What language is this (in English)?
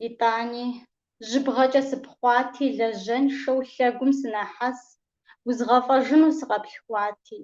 Kabardian